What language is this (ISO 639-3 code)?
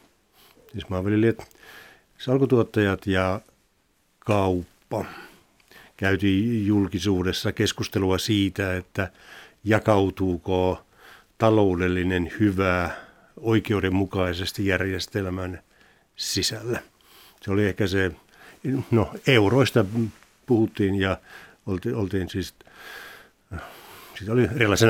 fin